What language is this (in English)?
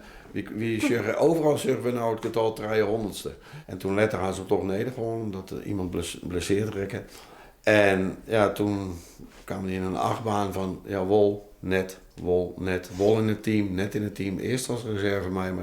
Western Frisian